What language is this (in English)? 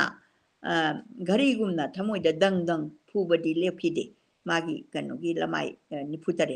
Manipuri